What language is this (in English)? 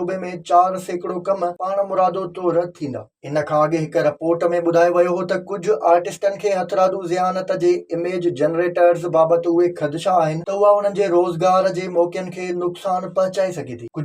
Sindhi